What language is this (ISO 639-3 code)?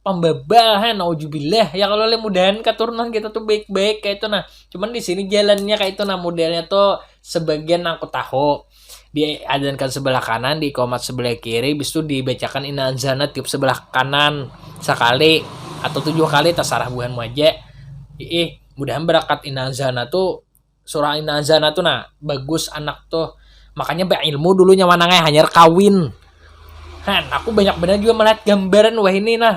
bjn